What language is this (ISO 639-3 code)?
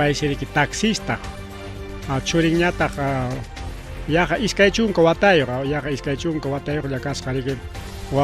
quy